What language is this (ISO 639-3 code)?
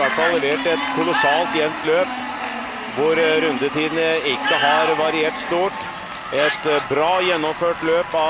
nor